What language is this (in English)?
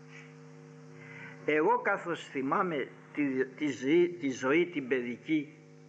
Greek